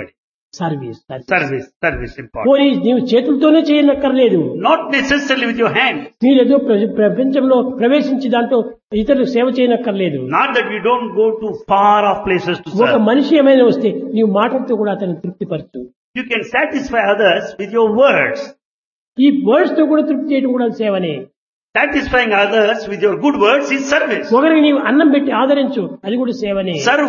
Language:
Telugu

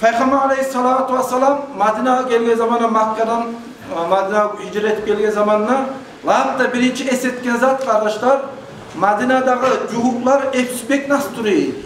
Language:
Kumyk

